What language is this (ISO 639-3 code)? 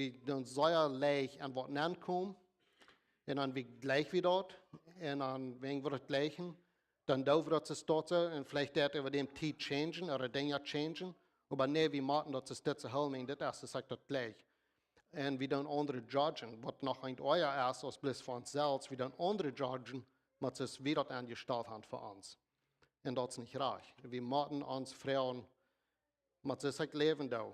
pdt